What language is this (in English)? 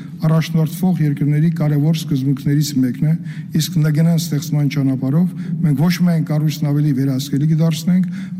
Armenian